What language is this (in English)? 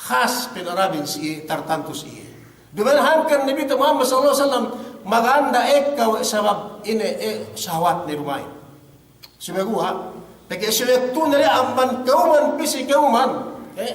Yakan